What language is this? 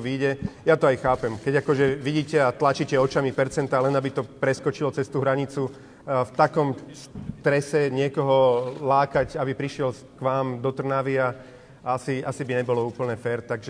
Slovak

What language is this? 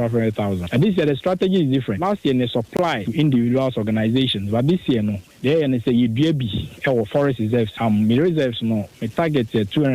Akan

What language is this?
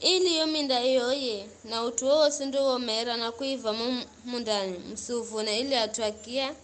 Giryama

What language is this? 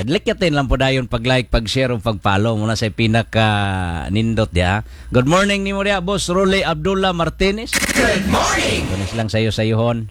Cebuano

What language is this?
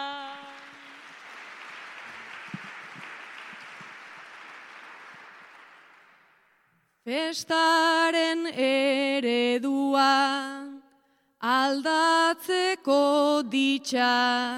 Basque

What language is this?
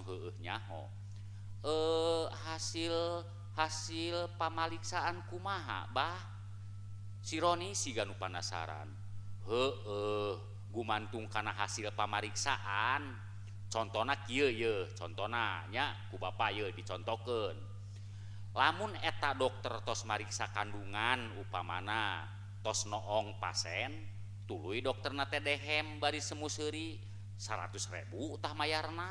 Sundanese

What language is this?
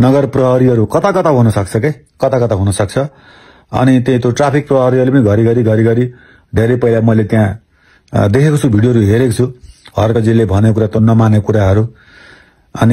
Nepali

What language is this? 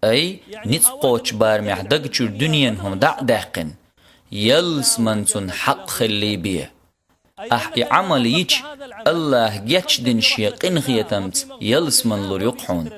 Chechen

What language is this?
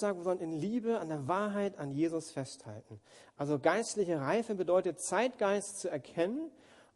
German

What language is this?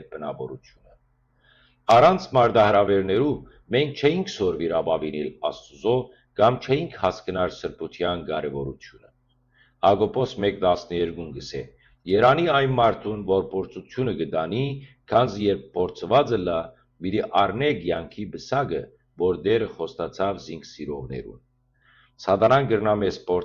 Western Armenian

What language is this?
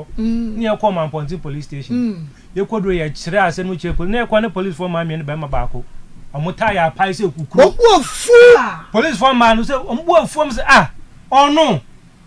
Akan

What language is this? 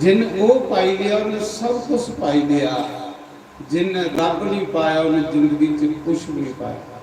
Dogri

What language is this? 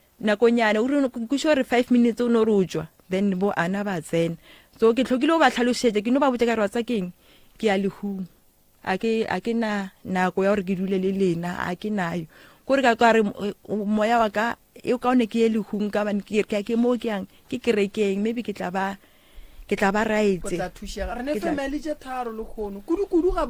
Northern Sotho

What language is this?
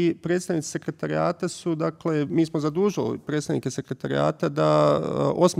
Bosnian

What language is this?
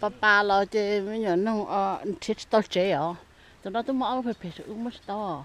Hmong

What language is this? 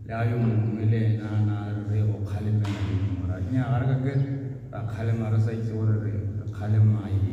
Tswana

